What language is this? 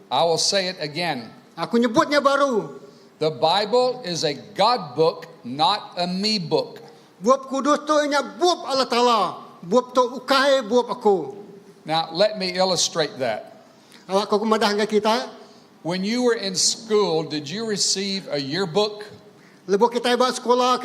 Iban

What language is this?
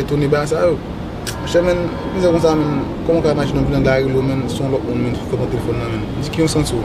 Haitian Creole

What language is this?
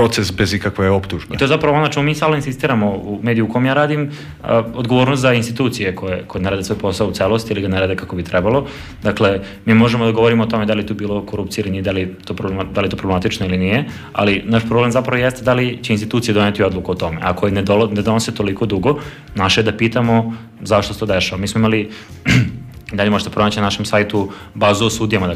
Serbian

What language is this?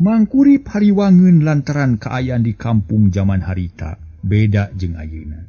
Sundanese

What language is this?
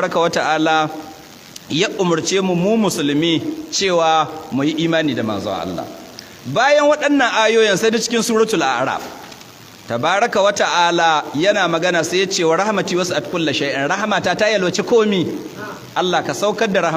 Hausa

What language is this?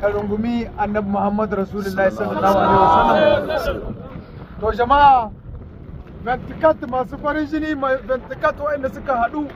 Hausa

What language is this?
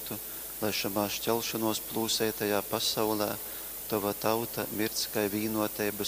Latgalian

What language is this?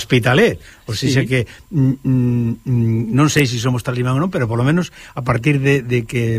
Galician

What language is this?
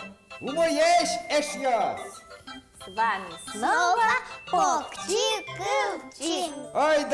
Udmurt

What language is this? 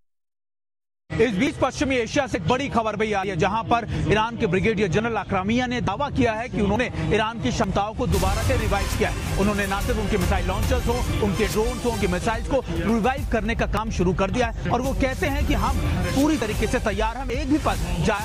Hindi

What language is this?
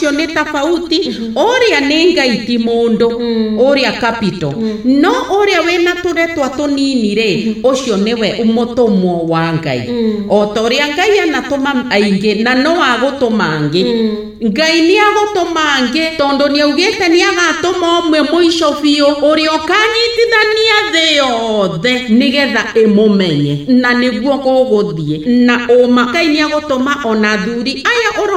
Kikuyu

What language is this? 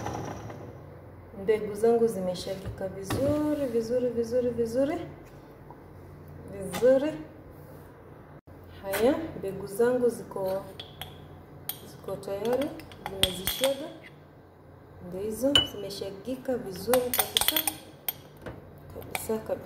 Swahili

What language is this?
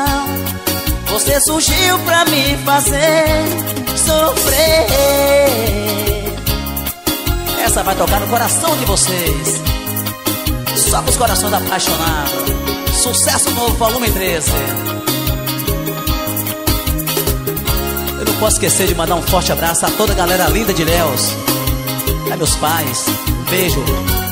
Portuguese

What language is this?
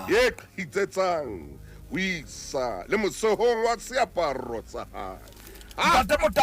Southern Sotho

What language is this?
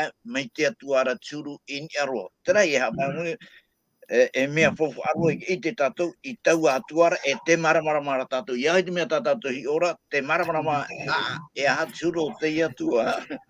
Tahitian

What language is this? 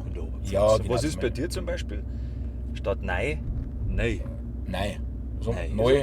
Bavarian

